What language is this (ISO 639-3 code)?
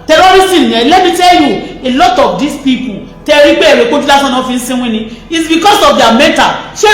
yor